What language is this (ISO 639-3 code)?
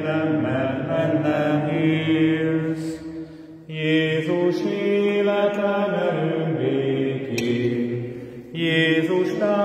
hun